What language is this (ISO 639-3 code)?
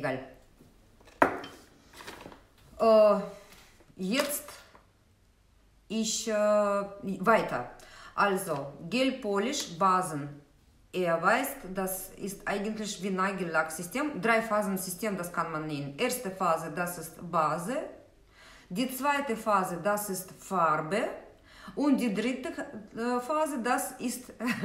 deu